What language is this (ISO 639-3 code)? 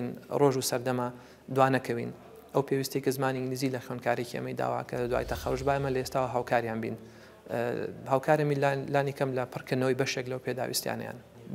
ckb